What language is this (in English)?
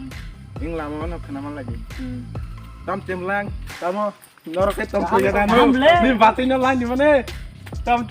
Kok Borok